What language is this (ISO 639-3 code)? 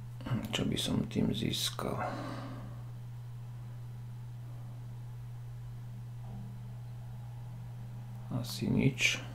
slk